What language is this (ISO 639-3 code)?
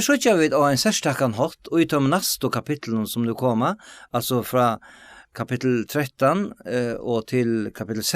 fao